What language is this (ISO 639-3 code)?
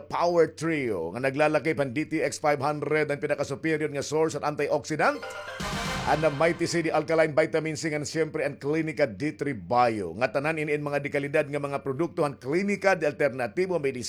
war